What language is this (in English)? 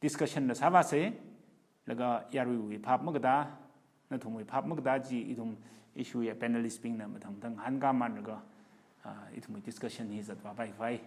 Tangkhul Naga (India)